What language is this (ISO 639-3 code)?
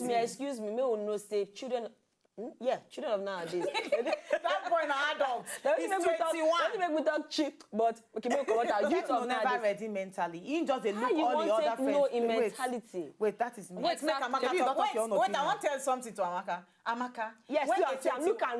pcm